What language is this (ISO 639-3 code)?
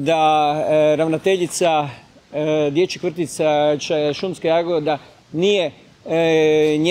hrv